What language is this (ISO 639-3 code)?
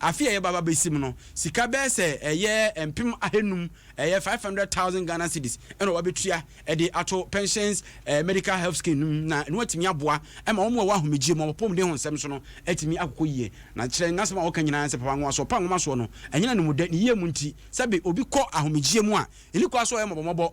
aka